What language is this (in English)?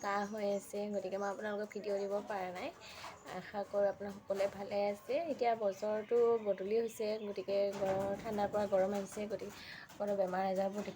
Assamese